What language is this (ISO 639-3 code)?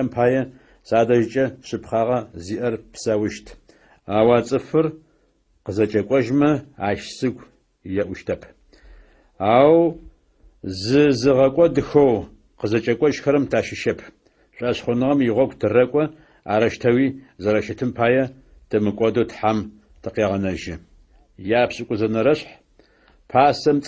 ady